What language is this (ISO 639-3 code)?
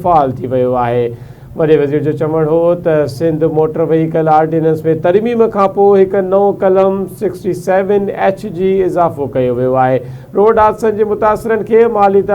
snd